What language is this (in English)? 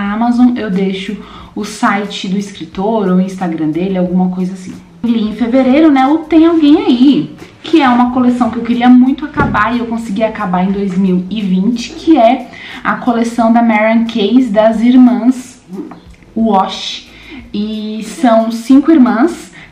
Portuguese